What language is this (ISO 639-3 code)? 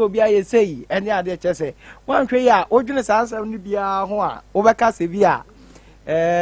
aka